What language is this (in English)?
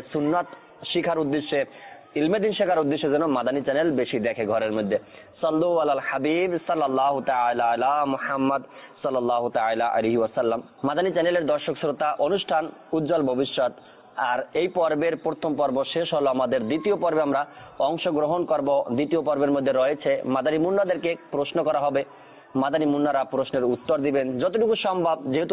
Bangla